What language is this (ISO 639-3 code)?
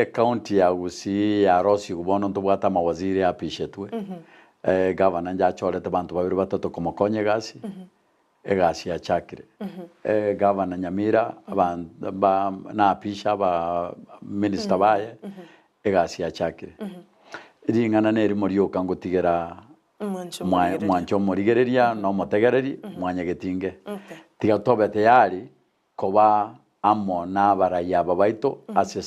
guz